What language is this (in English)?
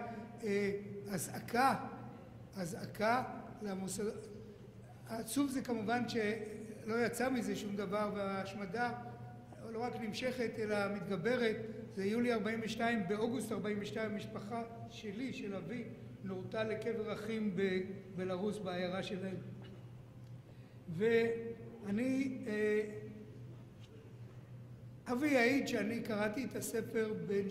Hebrew